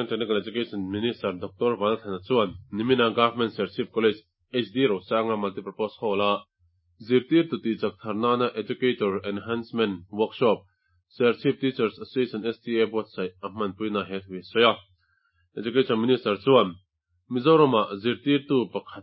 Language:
Mizo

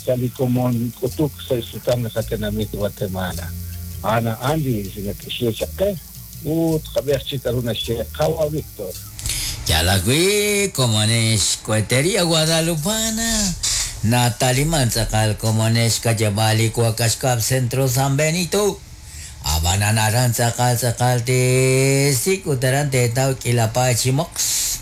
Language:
Kekchí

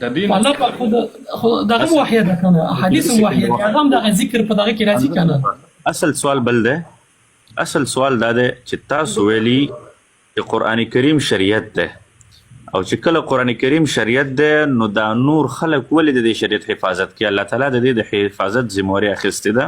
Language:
Pashto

